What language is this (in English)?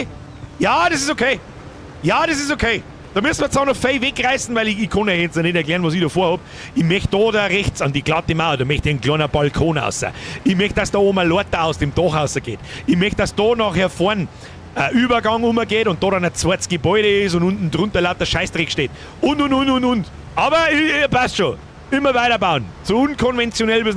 Bavarian